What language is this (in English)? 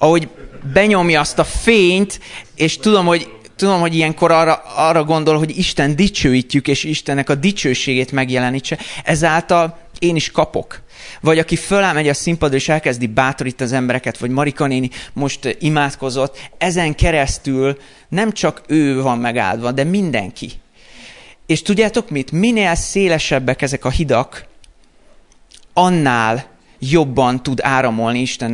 Hungarian